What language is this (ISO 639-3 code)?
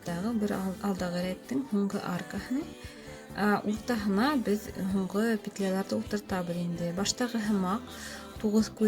bak